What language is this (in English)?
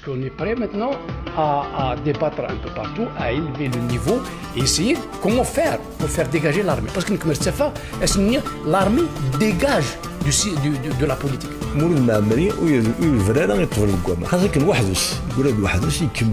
Kabyle